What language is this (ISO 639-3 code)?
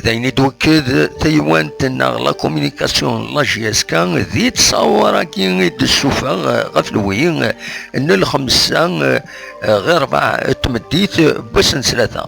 kab